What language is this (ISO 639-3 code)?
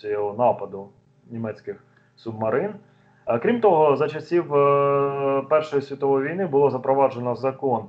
ukr